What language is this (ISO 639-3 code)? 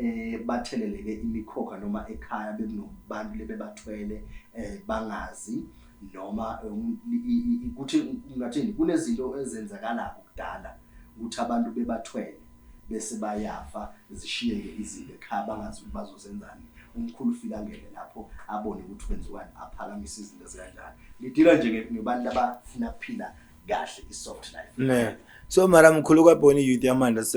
zul